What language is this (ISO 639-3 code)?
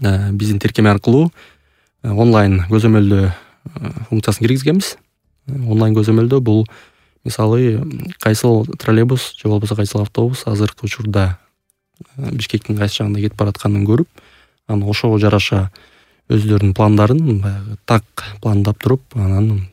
kir